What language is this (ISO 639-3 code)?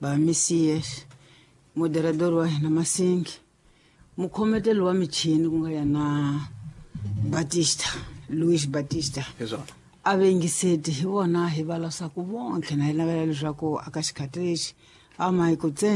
tso